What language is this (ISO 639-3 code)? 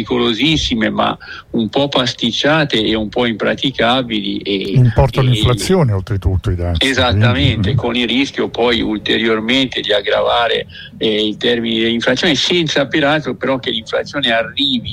ita